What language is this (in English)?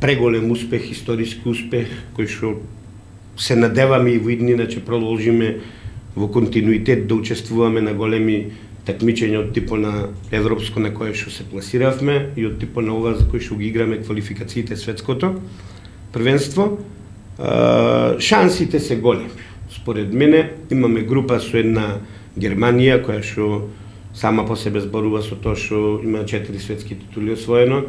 Macedonian